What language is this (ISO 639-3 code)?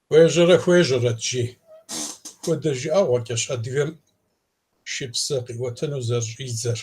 kbd